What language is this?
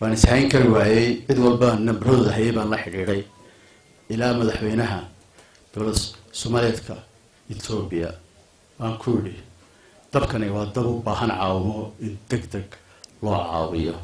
Somali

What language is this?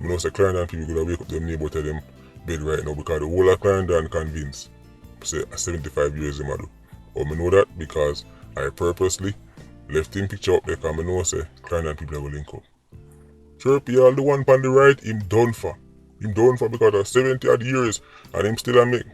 Jamaican Creole English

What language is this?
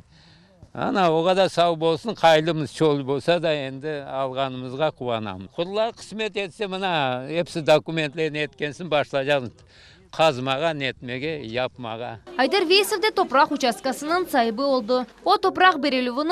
Crimean Tatar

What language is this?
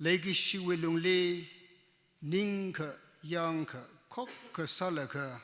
Tangkhul Naga (India)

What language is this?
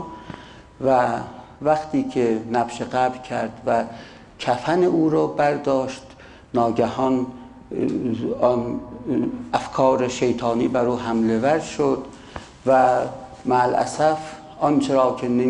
Persian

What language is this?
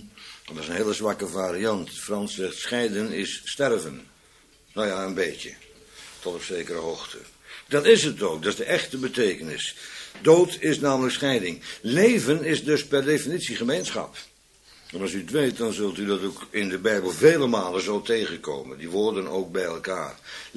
Dutch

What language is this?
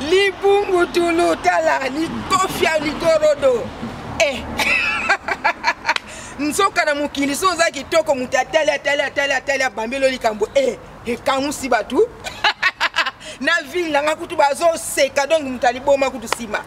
Lingala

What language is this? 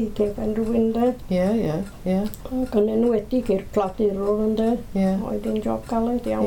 Welsh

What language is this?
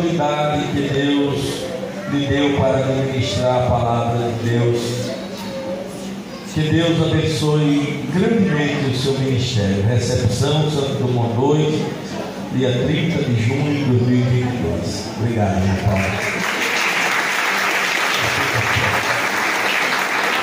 Portuguese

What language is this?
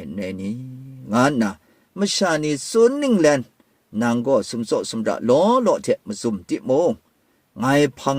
Kachin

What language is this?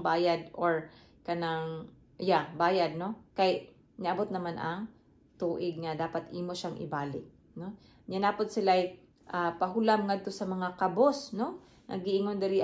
Cebuano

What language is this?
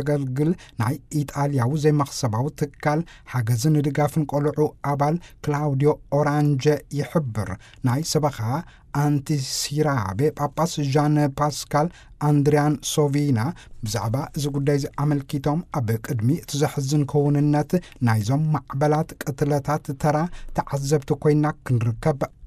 Tigrinya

